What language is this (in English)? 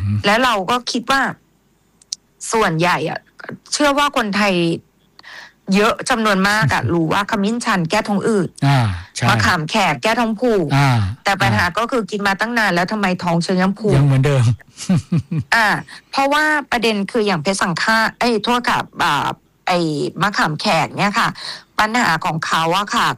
Thai